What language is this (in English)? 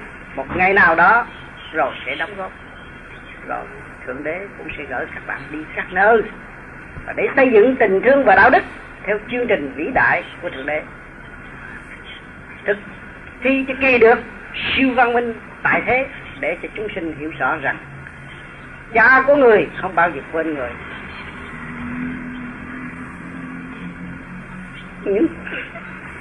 Vietnamese